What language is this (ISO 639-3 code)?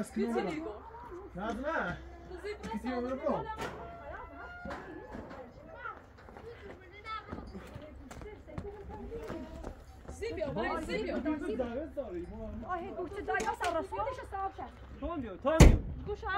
fas